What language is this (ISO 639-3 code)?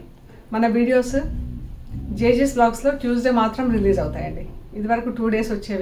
tel